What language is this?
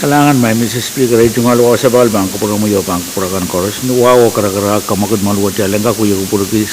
Pohnpeian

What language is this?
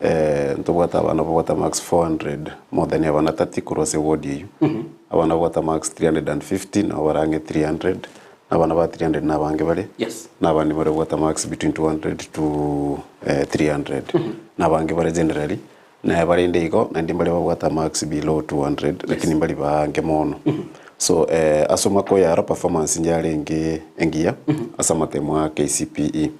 Gusii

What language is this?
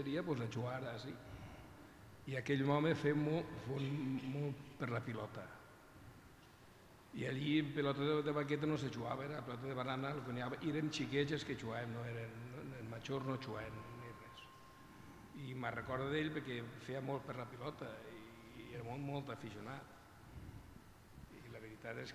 Catalan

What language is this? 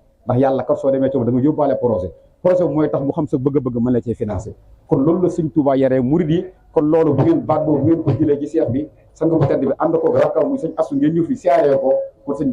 Wolof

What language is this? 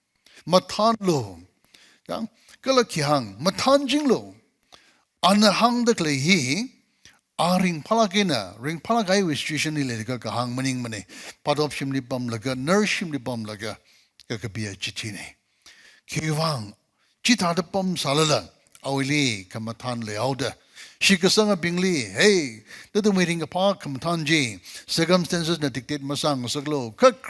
Tangkhul Naga (India)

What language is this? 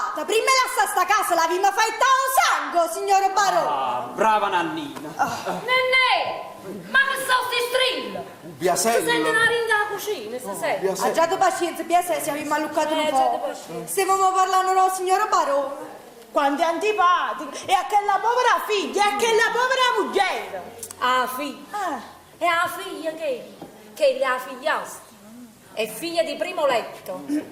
Neapolitan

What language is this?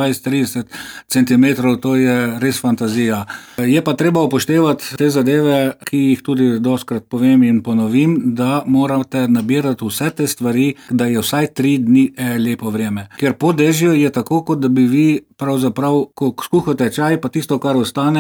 Slovenian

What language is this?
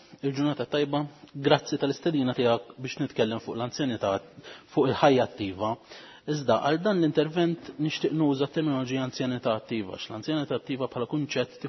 Maltese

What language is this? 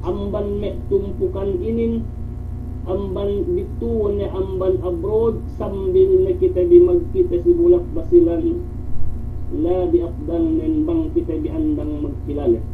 Yakan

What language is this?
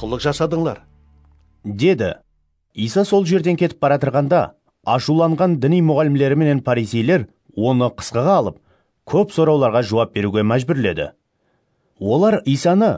Kara-Kalpak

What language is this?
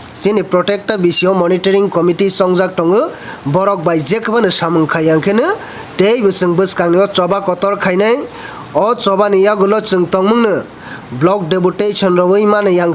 Kok Borok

